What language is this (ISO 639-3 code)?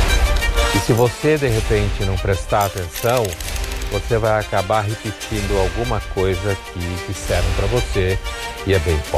por